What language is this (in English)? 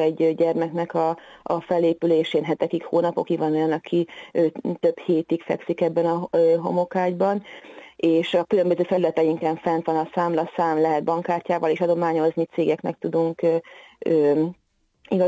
Hungarian